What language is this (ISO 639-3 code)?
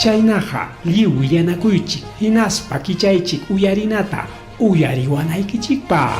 quy